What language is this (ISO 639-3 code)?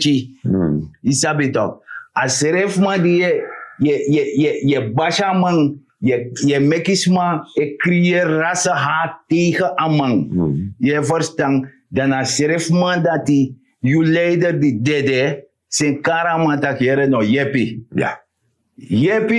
srn